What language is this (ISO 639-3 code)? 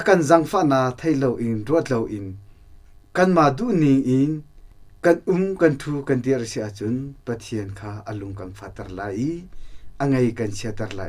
cnh